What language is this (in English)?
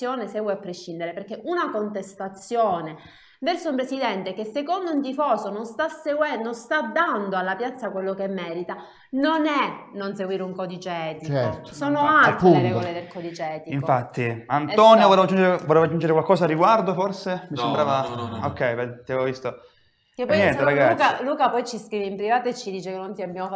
Italian